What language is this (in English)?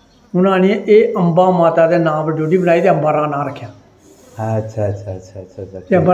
Dogri